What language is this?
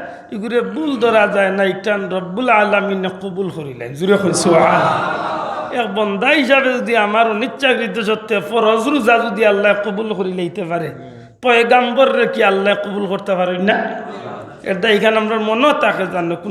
Sylheti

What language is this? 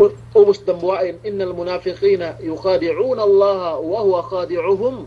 Yakan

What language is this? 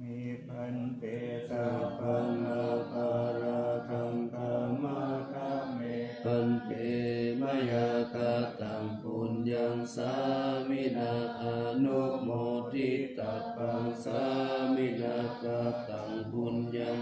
Pali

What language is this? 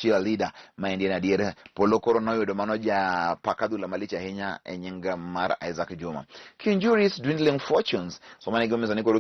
Luo (Kenya and Tanzania)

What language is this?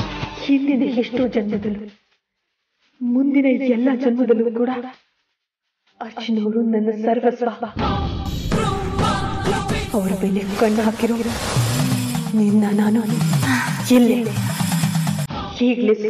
Kannada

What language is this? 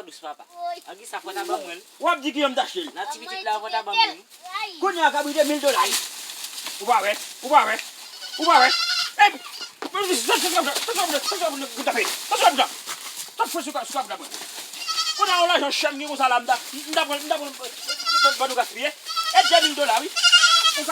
Haitian Creole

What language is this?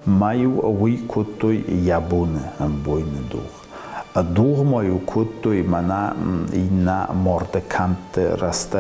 Ossetic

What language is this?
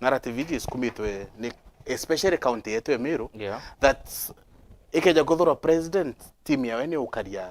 Meru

